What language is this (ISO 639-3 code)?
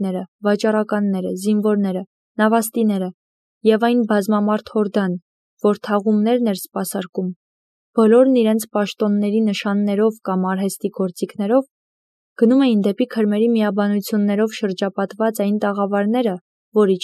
hye